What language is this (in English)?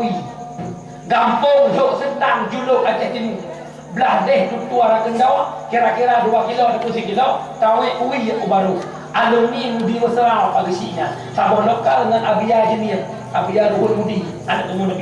Achinese